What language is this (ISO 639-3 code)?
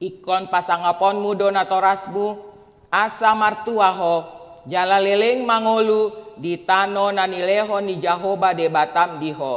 bbc